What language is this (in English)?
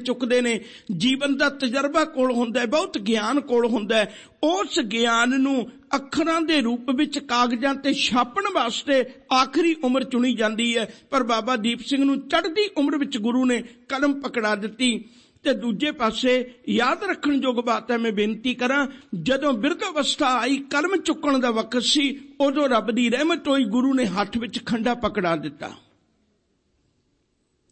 Punjabi